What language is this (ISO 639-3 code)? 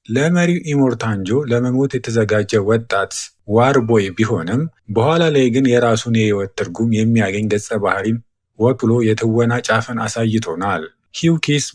amh